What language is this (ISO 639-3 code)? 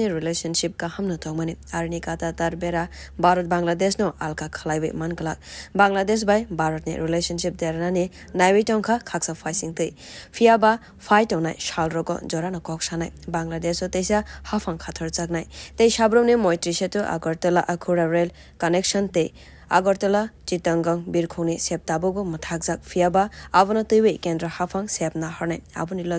trp